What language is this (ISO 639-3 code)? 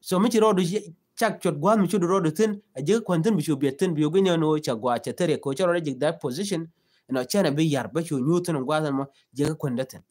nus